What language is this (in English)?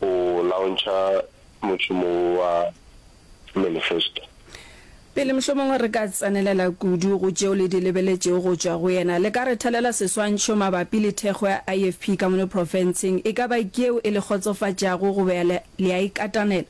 Northern Sotho